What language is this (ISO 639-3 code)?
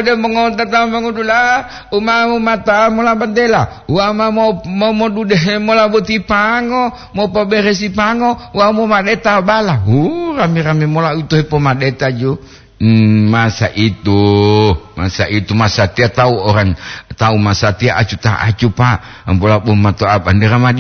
gor